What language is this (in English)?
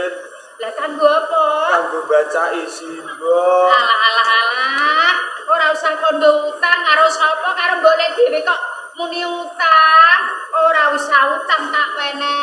Javanese